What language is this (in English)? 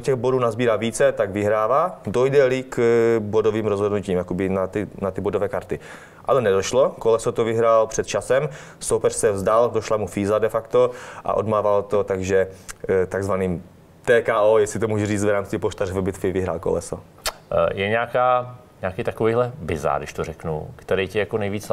Czech